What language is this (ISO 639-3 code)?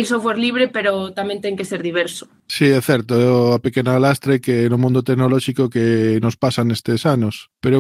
glg